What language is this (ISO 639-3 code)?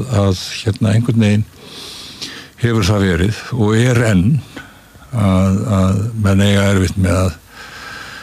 isl